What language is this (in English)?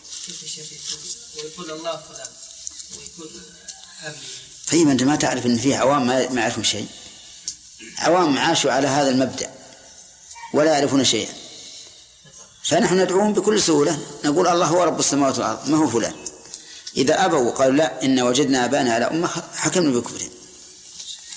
Arabic